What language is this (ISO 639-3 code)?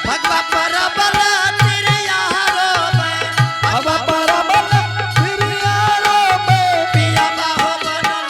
anp